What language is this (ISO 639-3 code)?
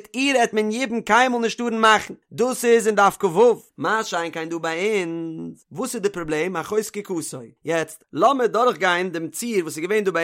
yid